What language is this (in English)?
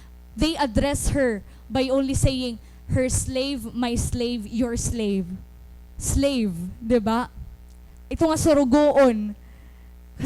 Waray